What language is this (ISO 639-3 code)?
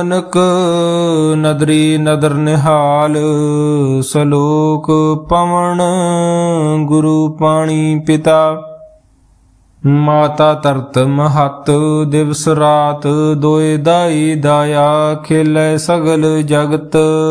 pan